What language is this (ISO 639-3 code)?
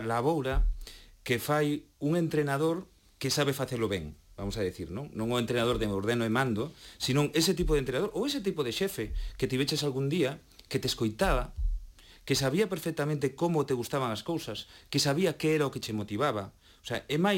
glg